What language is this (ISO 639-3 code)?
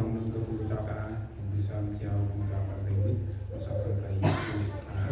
cmo